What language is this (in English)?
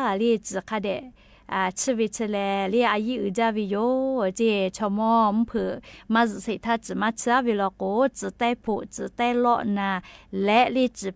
Lahu